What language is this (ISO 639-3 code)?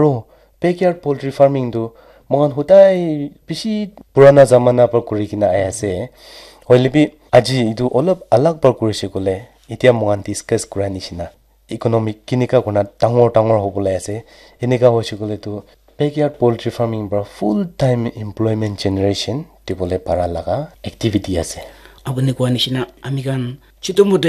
nag